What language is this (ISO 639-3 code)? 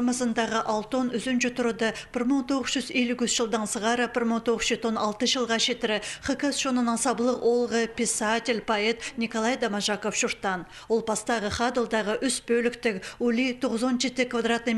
kjh